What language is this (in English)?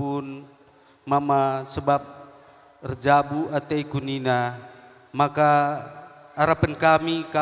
Batak Karo